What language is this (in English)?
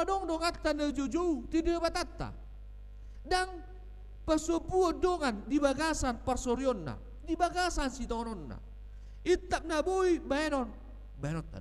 Batak Toba